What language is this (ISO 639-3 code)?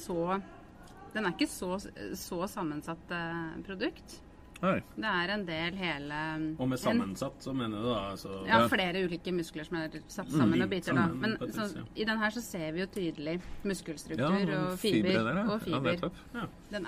nor